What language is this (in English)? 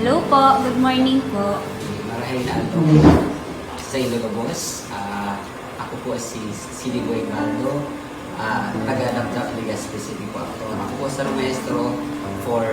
Bikol